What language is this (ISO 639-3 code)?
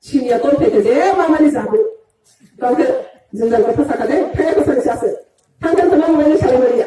ria